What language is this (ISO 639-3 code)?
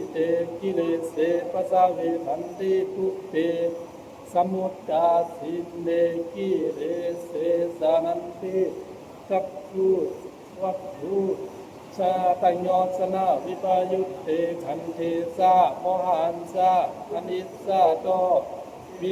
pli